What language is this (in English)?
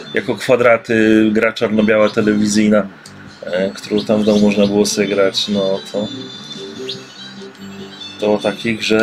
Polish